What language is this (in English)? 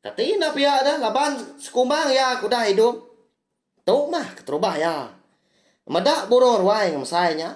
Iban